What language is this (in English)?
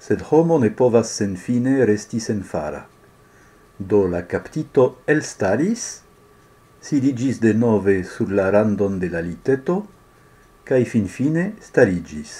Esperanto